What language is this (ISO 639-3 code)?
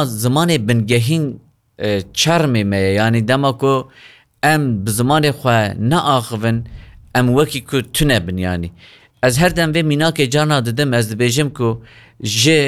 kur